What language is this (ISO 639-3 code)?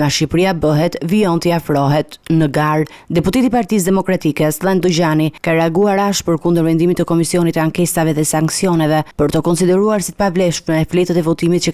sqi